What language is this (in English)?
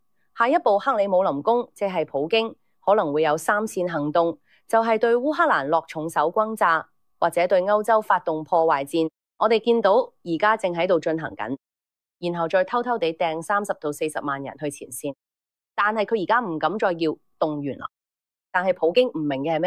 Cantonese